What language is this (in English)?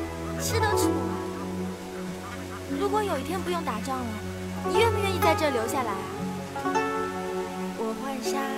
Chinese